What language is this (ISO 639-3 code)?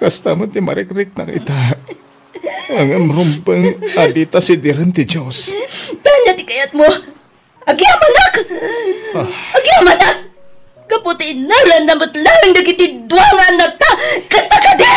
ilo